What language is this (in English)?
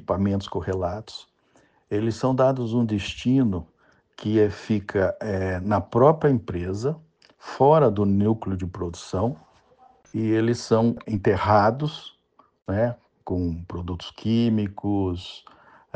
Portuguese